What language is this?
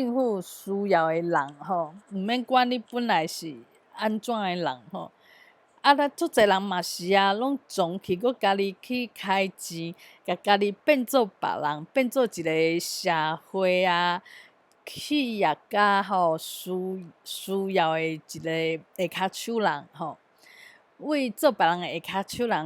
Min Nan Chinese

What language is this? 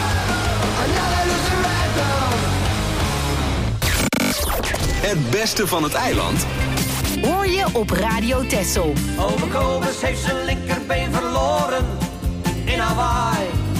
Dutch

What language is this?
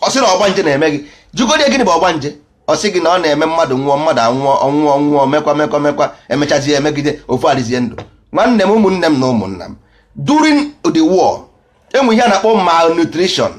Igbo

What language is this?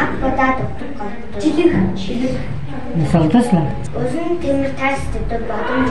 Tuvinian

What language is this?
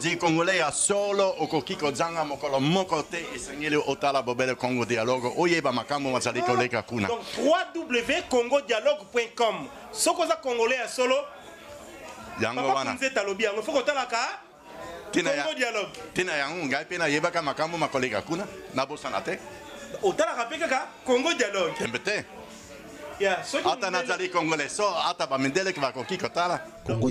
Lingala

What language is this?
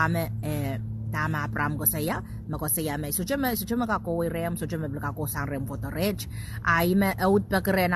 Pohnpeian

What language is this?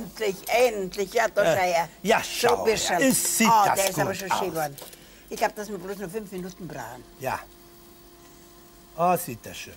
German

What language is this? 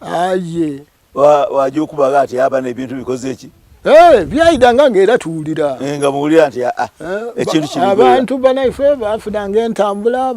Soga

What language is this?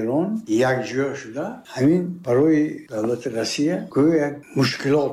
Tajik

